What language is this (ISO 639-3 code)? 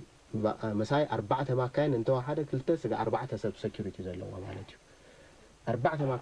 tir